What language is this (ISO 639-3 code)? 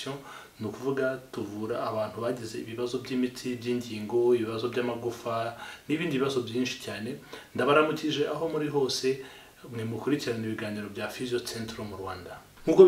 kin